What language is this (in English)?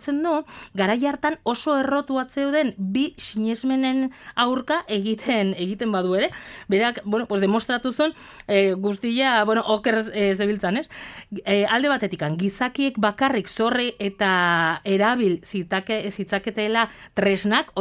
Basque